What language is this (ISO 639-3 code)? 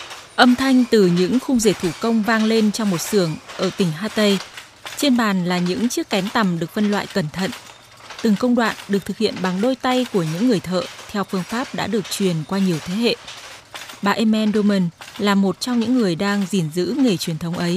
vie